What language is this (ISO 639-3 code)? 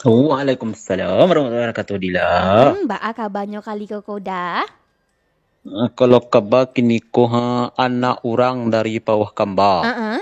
min